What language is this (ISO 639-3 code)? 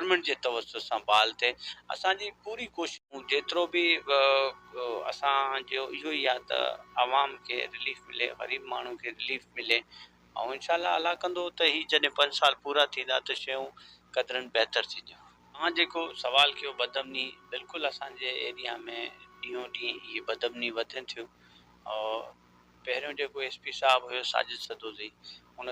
snd